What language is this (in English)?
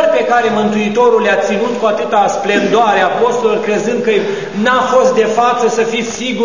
Romanian